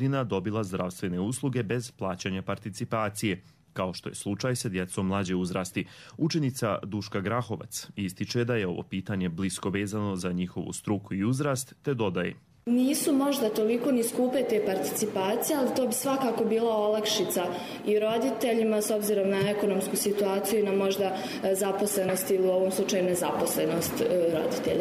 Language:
Croatian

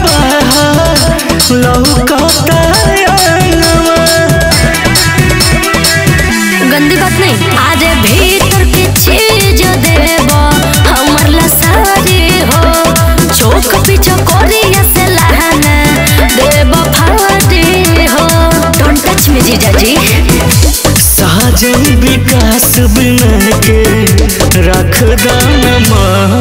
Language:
Bhojpuri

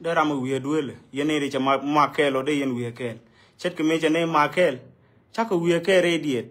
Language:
Nuer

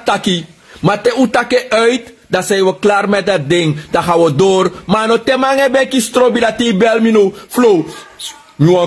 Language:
Sranan Tongo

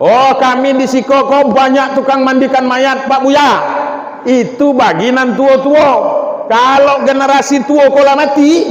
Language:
Minangkabau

